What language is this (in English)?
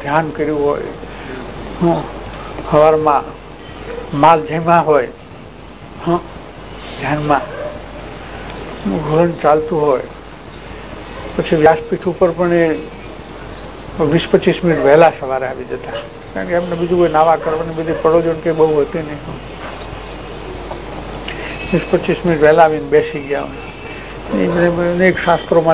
Gujarati